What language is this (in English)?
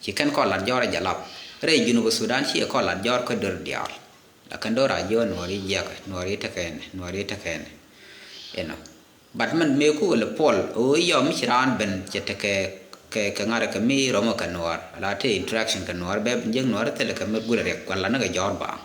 Nuer